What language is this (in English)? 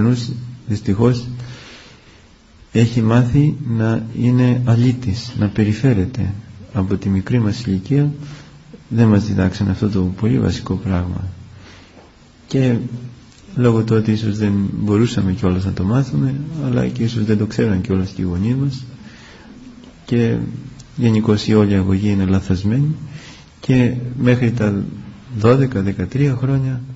Greek